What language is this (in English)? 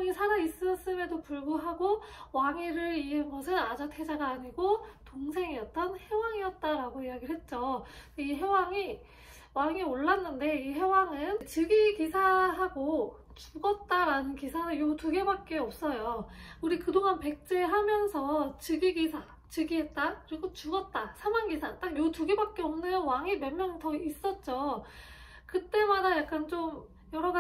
Korean